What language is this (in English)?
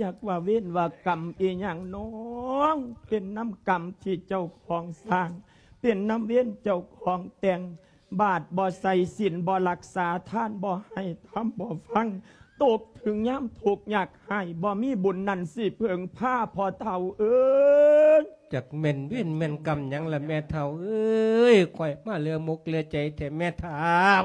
Lao